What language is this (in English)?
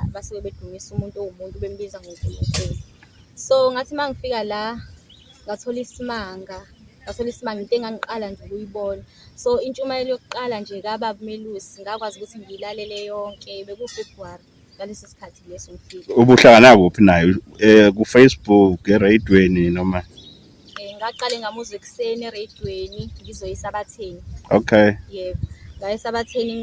Zulu